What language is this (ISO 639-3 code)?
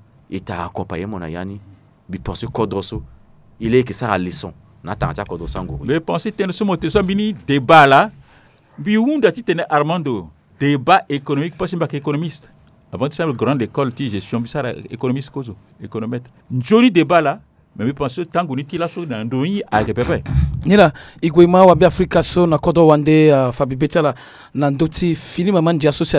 sag